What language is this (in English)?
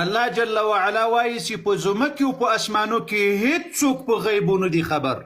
Pashto